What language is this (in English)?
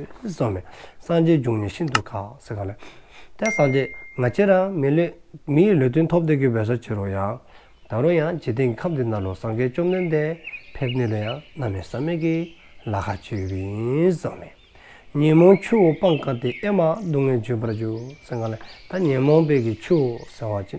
Dzongkha